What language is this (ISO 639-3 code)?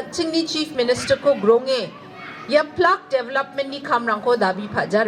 grt